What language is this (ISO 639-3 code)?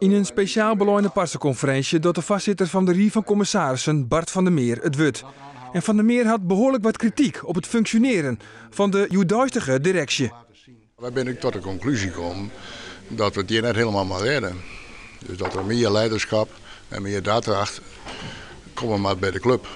fry